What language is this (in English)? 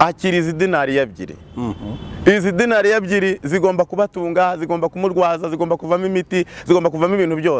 Kinyarwanda